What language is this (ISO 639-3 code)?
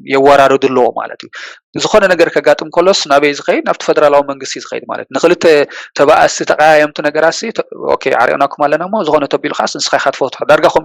tir